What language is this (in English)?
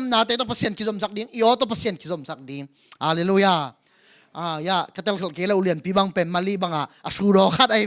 Tedim Chin